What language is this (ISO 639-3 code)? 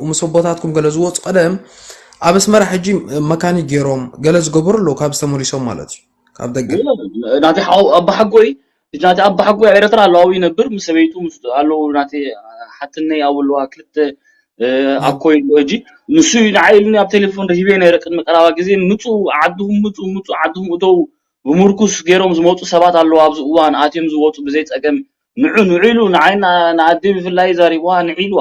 tir